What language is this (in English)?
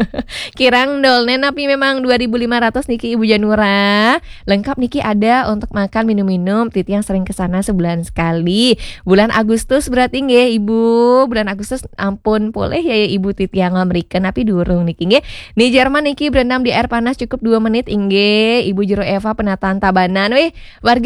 Balinese